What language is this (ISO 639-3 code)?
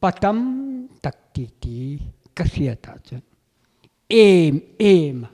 lus